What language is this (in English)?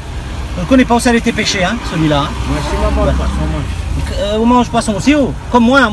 Réunion Creole French